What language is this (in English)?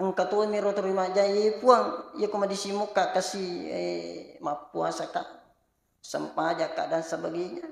Buginese